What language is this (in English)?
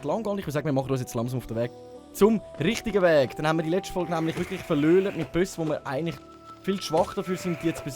Swiss German